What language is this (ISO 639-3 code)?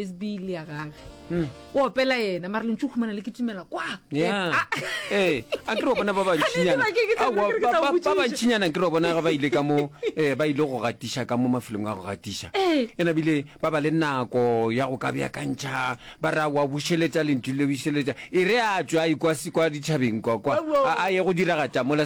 nso